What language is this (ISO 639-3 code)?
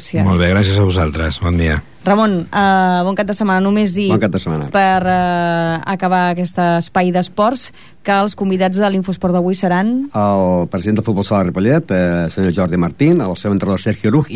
cat